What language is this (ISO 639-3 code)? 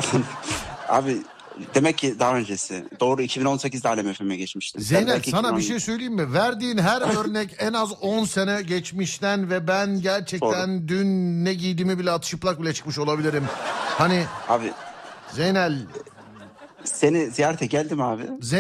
tur